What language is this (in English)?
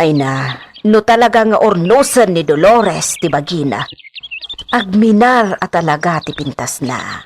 Iloko